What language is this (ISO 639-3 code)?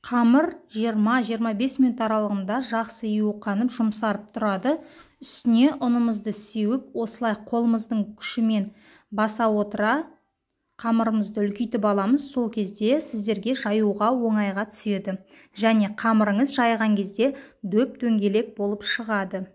kaz